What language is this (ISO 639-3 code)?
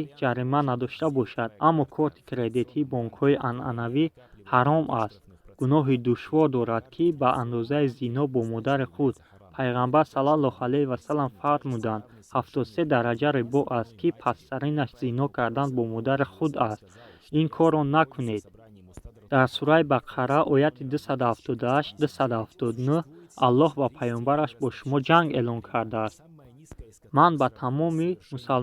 tgk